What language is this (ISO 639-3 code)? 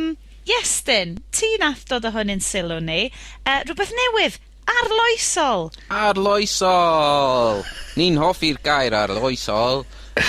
cym